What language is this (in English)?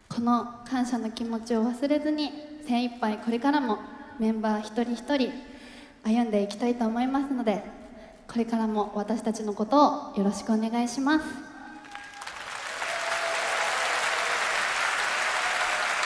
Japanese